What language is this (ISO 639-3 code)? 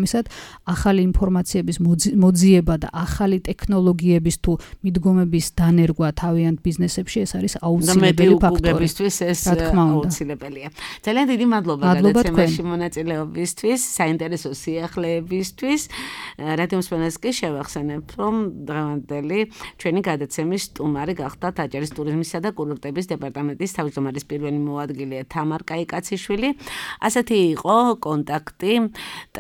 kat